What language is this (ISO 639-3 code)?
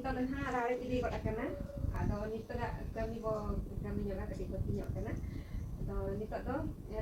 sat